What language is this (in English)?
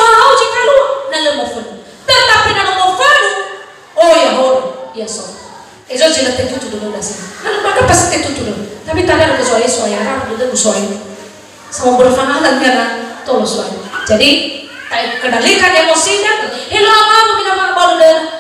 Nias